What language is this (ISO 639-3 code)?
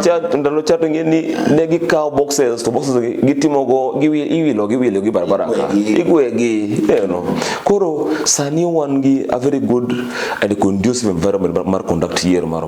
luo